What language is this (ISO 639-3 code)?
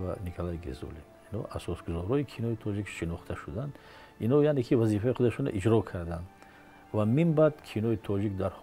tgk